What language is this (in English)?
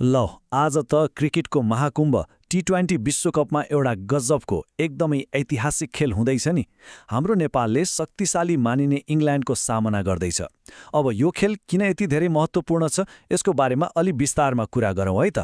Nepali